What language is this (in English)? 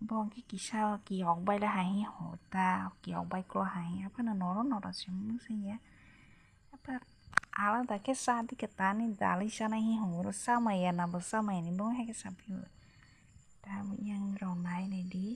Kok Borok